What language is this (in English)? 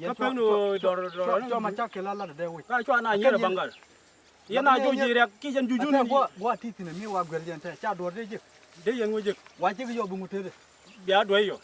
Nuer